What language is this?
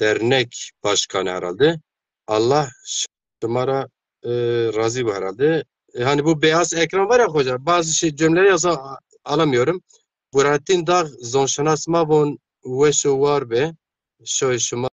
Zaza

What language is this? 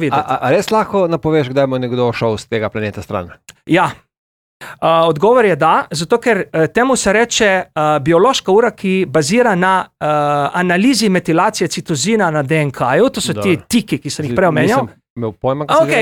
Slovenian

